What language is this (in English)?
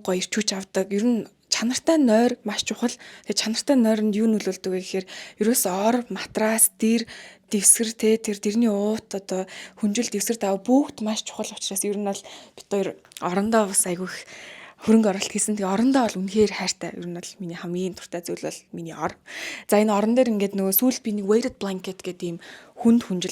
Mongolian